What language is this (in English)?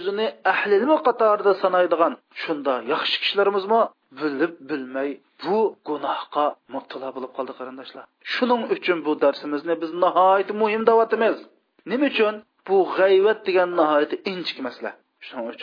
Uyghur